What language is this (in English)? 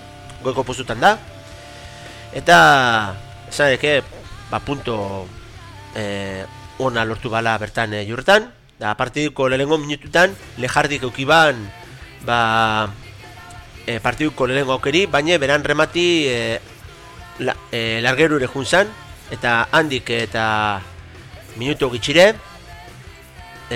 Basque